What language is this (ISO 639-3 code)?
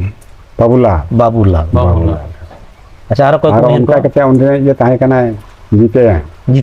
sat